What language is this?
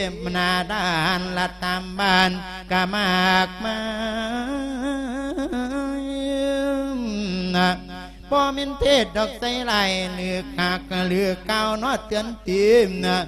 Thai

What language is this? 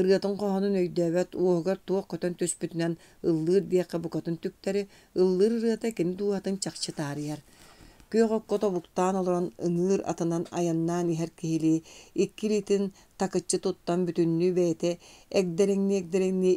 Yakut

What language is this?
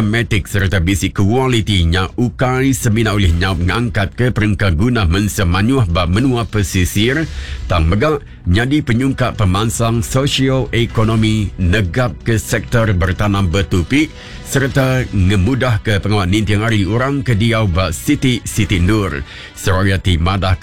Iban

